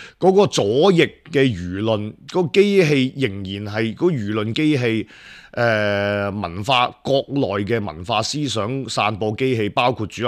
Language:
Cantonese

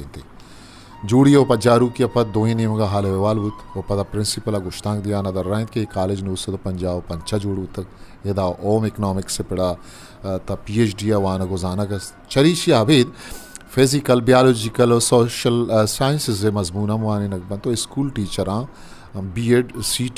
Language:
Eastern Balochi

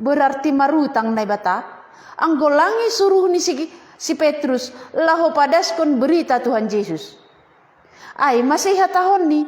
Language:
Batak Simalungun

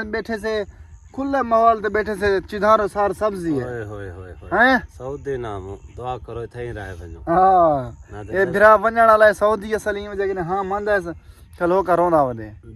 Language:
Saraiki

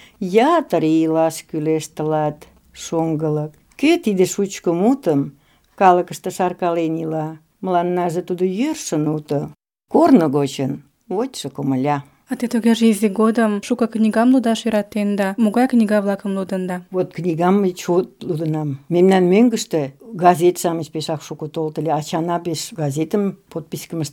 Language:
Mari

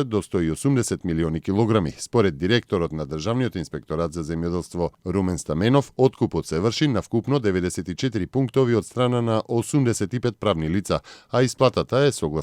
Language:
Macedonian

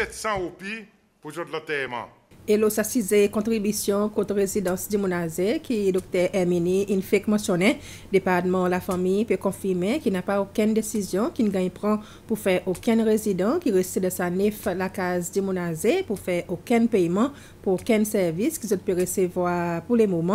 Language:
Seselwa Creole French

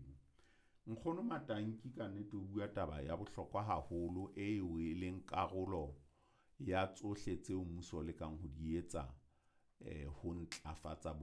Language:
Southern Sotho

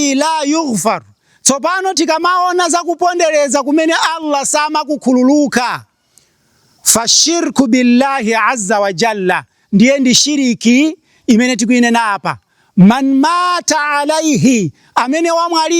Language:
Nyanja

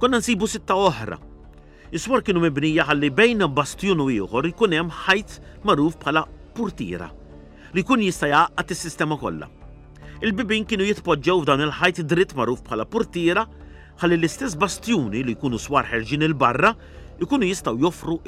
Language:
Maltese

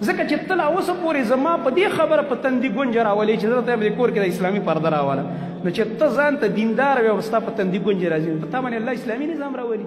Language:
Pashto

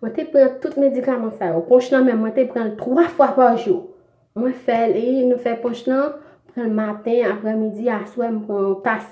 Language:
Haitian Creole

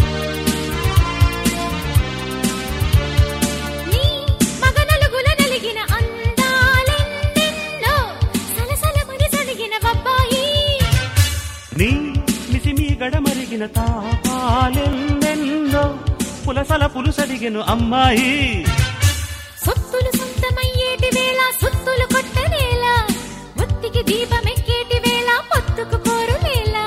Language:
Telugu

